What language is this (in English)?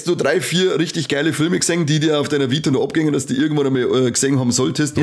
Bavarian